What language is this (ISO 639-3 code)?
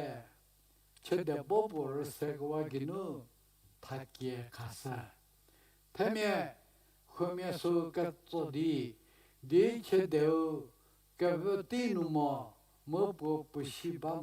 njm